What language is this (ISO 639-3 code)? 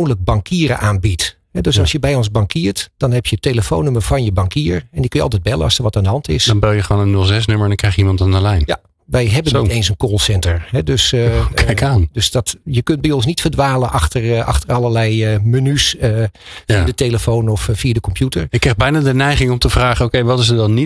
nld